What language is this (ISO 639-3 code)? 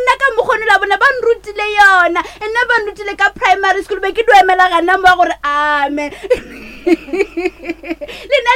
nso